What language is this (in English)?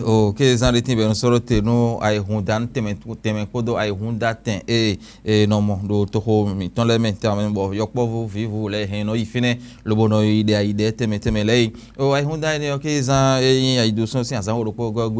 Fon